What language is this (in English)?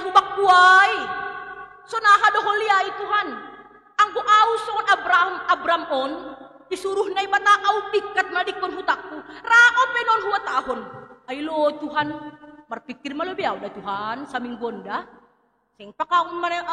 Batak Simalungun